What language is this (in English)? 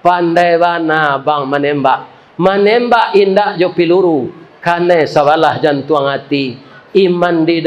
Minangkabau